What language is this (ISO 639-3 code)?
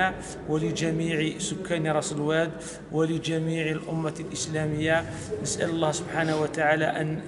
arq